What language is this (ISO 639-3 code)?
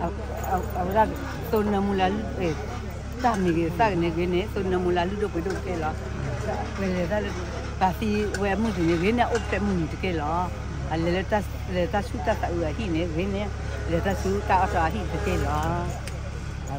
ksw